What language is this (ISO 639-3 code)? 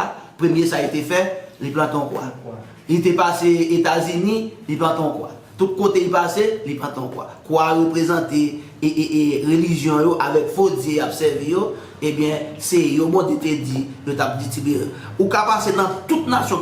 hat